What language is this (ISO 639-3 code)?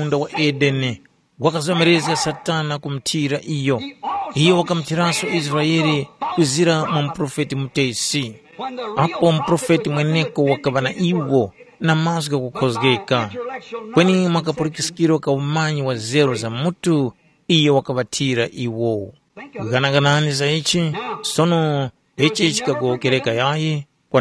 tum